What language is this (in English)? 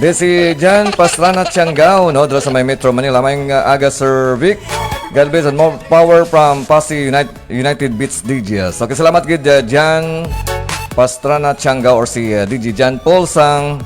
Hiligaynon